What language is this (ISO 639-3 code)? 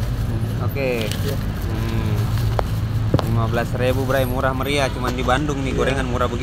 ind